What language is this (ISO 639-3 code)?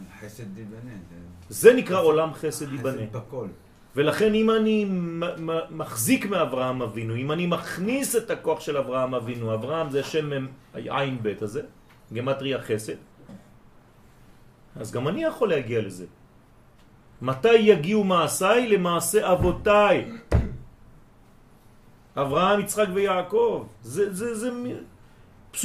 heb